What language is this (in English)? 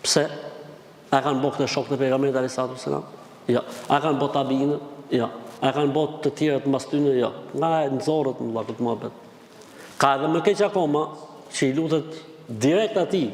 Albanian